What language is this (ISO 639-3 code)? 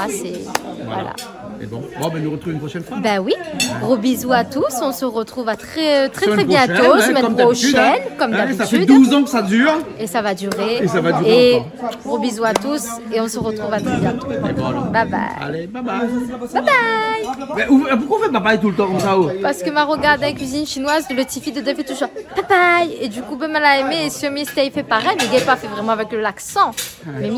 rcf